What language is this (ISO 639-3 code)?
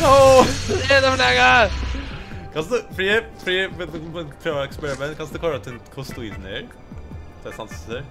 fao